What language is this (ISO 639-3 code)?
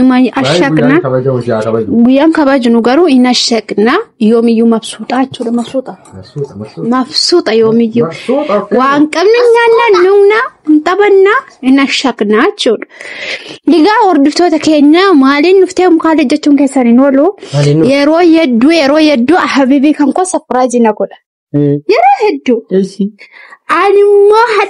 orm